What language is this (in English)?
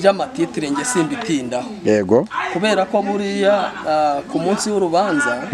Kinyarwanda